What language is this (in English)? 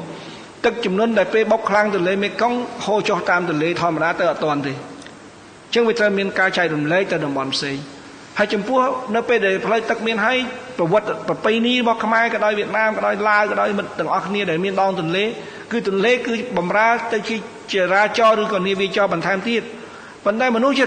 Khmer